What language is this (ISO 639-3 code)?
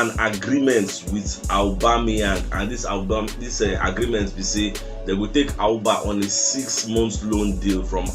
pcm